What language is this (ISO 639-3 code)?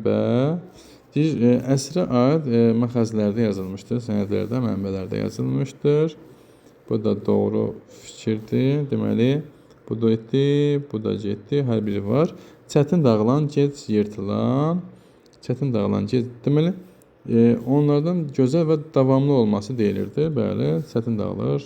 aze